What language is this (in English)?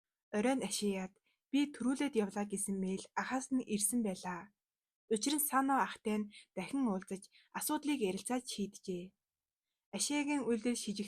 Mongolian